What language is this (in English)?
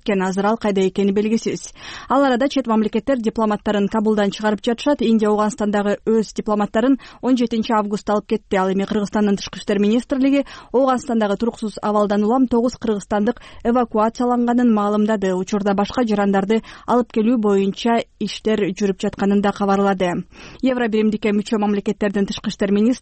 Kyrgyz